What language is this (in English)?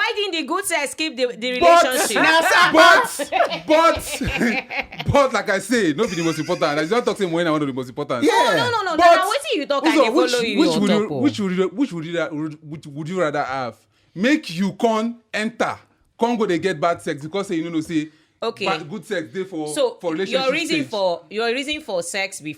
Nigerian Pidgin